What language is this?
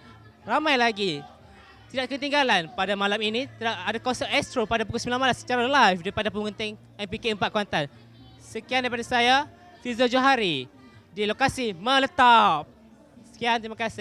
Malay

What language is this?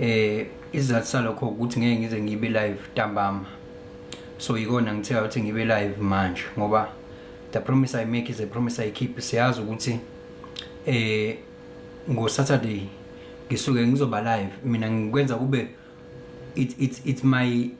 Zulu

